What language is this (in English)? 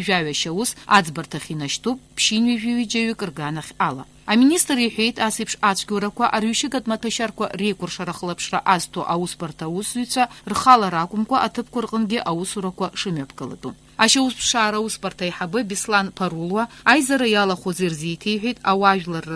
Abkhazian